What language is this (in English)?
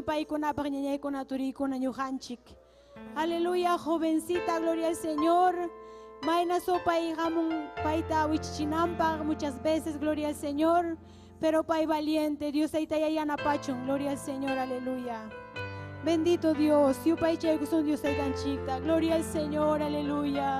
Ayacucho Quechua